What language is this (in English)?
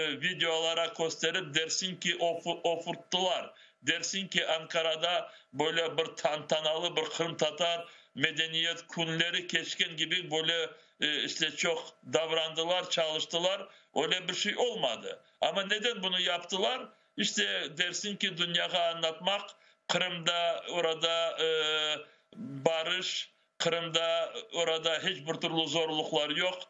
Crimean Tatar